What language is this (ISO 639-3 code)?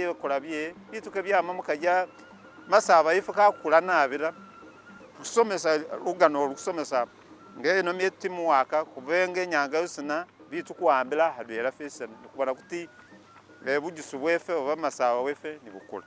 myx